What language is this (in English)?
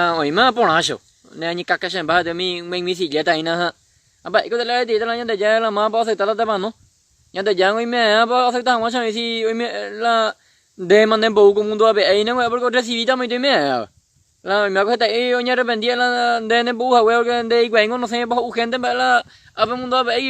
Guarani